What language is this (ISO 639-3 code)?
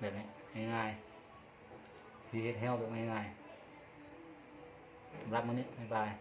lao